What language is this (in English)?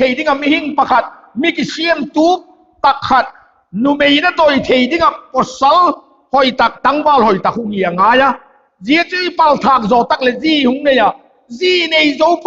Vaiphei